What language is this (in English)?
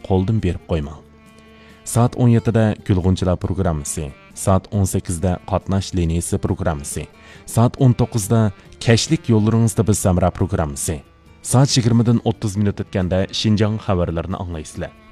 Uyghur